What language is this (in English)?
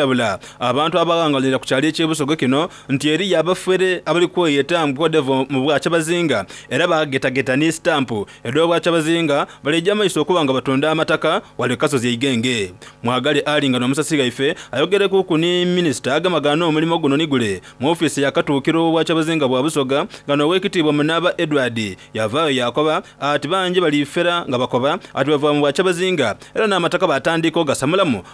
Soga